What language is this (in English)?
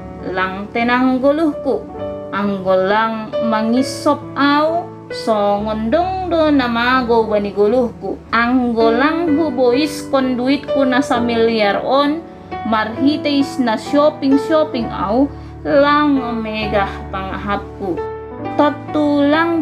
Batak Simalungun